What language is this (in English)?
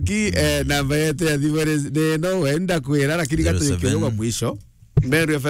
Meru